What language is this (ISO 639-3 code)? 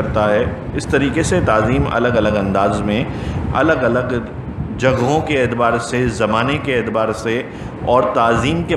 urd